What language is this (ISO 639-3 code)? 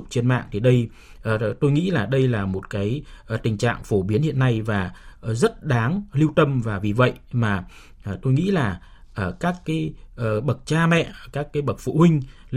vie